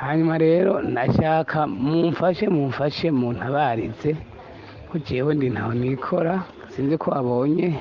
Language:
Rundi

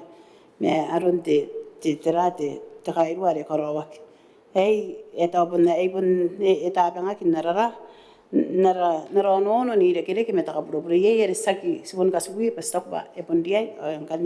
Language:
Gilbertese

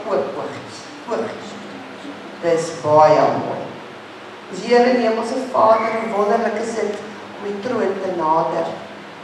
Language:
Afrikaans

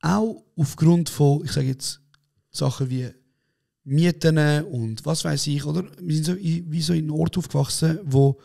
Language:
Swiss German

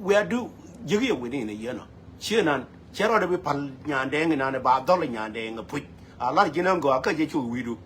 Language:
Nuer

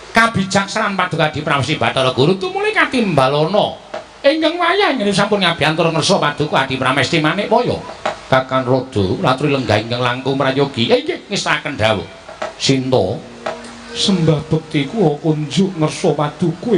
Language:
Javanese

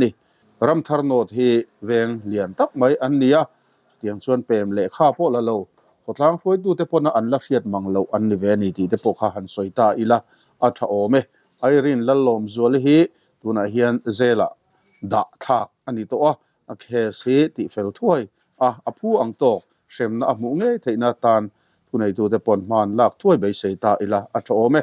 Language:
Mizo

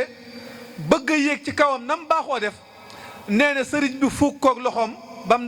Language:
Wolof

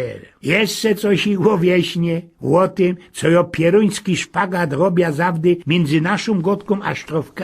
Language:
Silesian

